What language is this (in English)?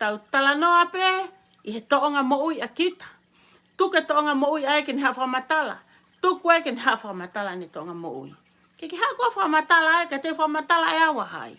Tongan